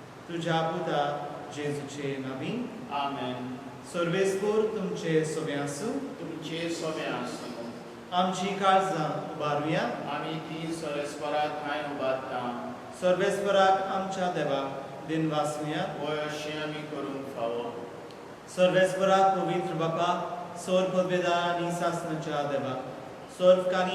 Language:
Konkani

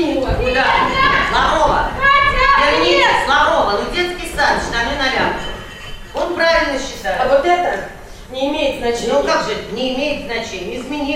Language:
Russian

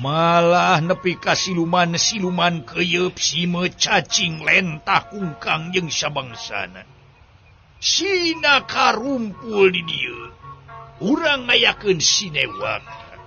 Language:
Sundanese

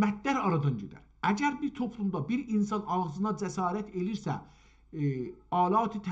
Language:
South Azerbaijani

